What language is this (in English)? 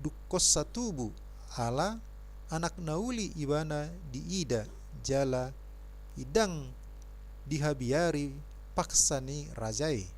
Batak Toba